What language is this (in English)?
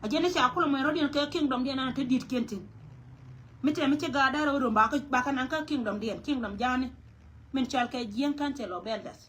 Nuer